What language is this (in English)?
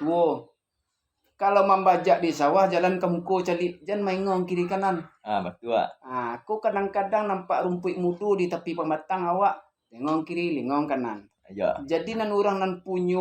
Minangkabau